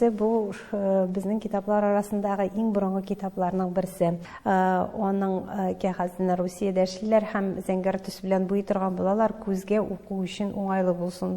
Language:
Tatar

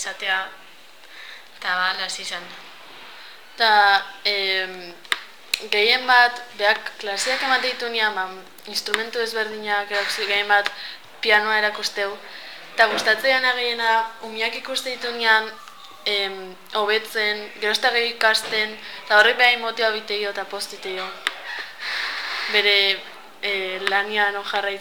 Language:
Basque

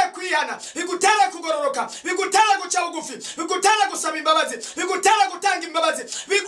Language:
Rundi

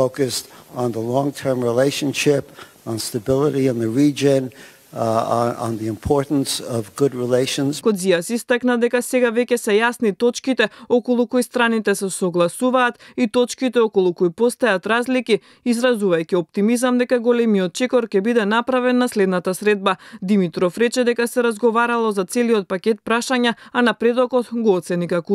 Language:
Macedonian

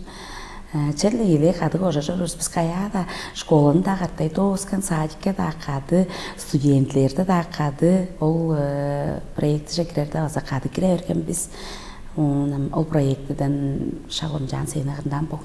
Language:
Tuvinian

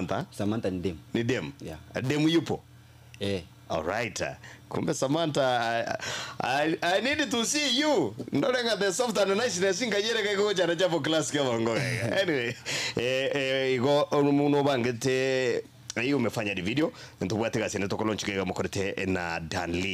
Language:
Gusii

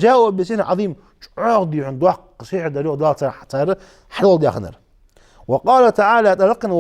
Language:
Ingush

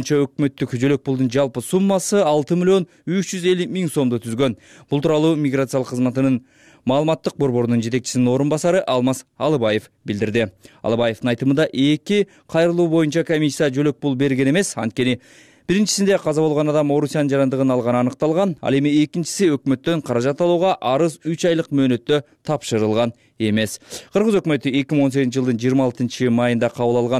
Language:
Kyrgyz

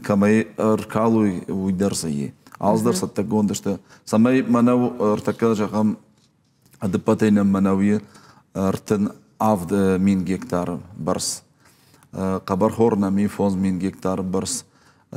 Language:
Ossetic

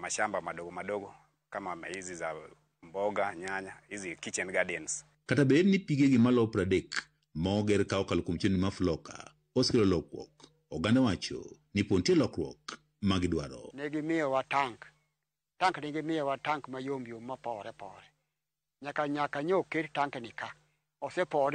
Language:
Luo (Kenya and Tanzania)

